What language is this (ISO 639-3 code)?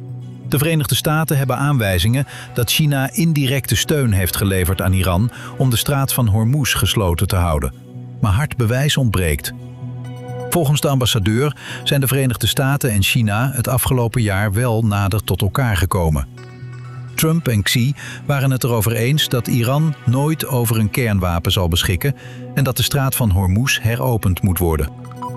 nld